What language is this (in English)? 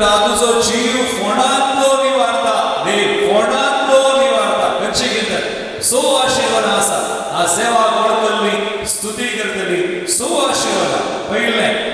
Konkani